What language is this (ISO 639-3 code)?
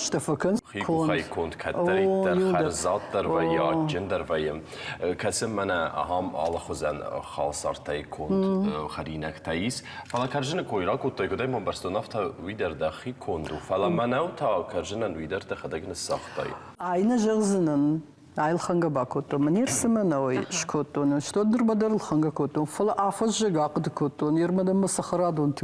oss